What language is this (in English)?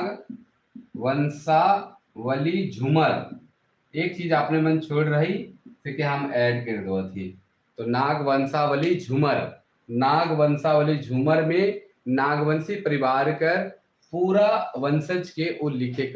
Sadri